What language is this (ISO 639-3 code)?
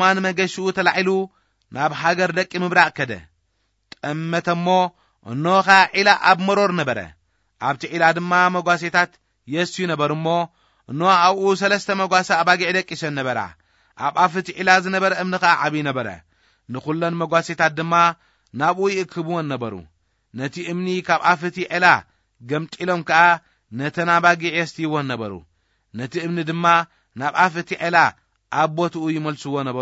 tir